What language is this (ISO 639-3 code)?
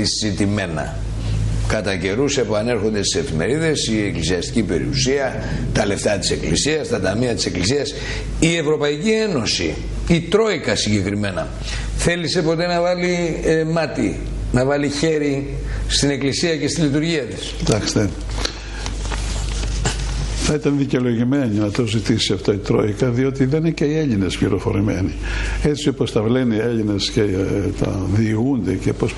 ell